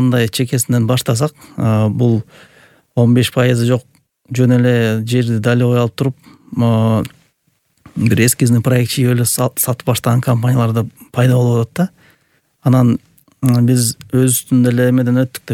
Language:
Kyrgyz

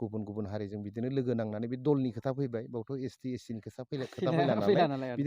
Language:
Bodo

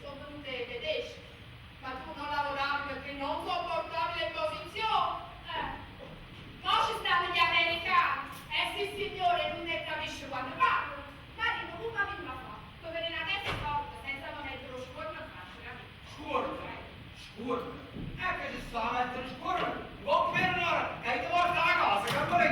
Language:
Neapolitan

